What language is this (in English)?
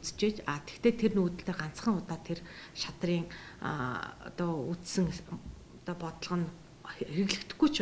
Mongolian